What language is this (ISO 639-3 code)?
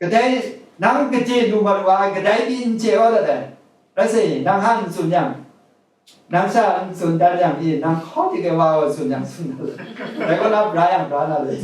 kac